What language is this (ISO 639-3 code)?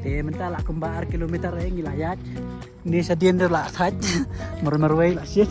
kha